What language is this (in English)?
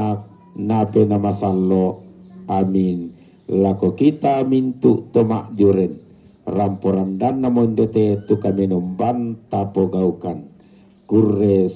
Toraja-Sa'dan